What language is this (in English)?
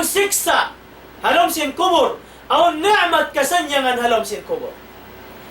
Tausug